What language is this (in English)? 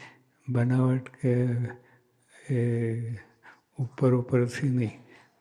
Gujarati